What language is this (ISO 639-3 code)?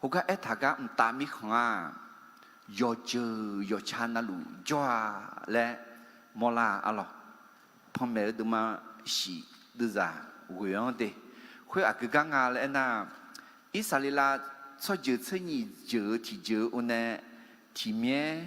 ahk